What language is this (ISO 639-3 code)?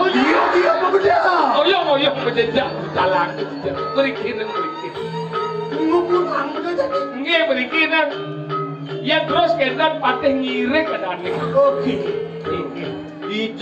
ind